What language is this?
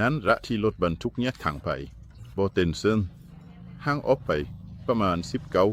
Lao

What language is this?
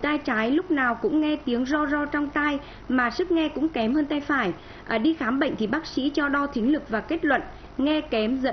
Vietnamese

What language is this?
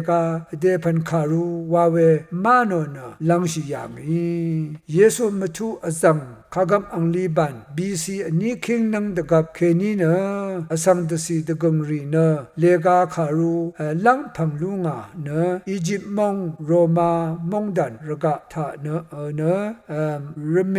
Rawang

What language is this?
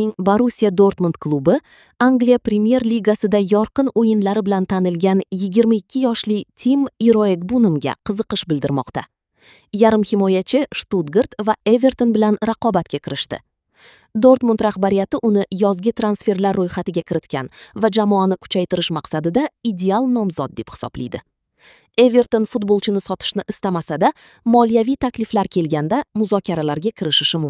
Uzbek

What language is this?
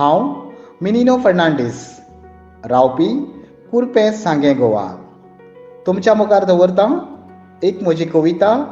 Konkani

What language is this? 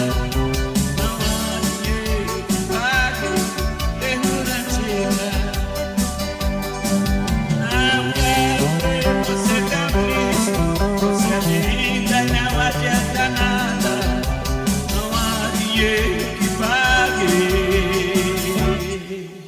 Portuguese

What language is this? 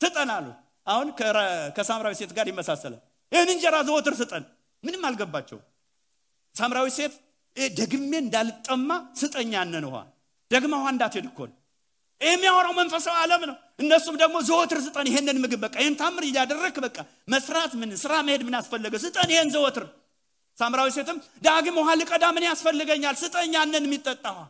Amharic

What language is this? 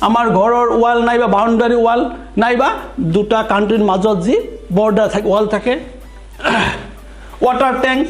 Assamese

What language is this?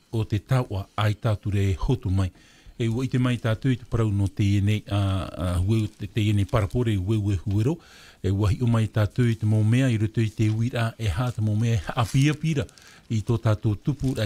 Tahitian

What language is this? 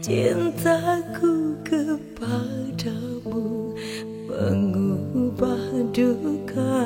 Minangkabau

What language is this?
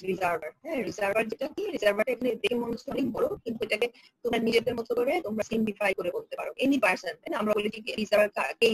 Bangla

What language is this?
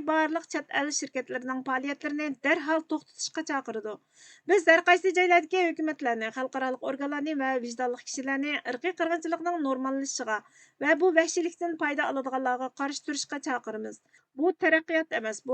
Uyghur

